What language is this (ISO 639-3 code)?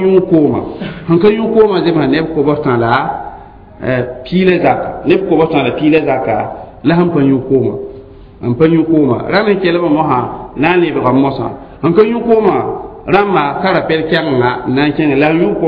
mos